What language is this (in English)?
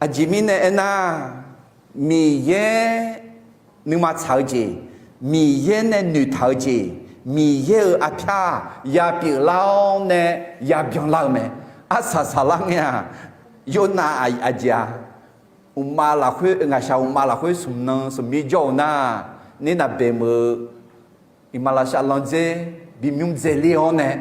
Akha